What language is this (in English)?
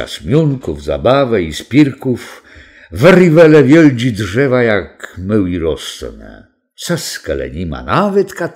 Kashubian